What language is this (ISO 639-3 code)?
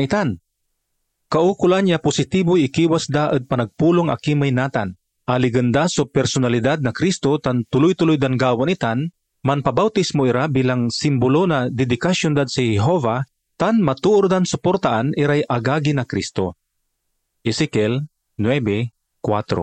pag